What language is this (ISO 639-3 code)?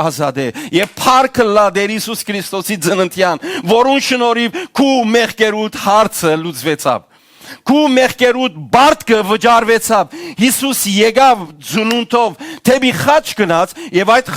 hyw